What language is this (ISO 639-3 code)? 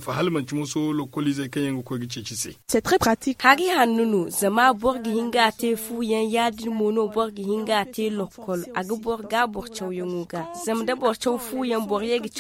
dje